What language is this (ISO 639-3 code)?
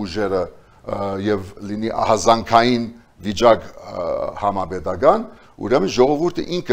hye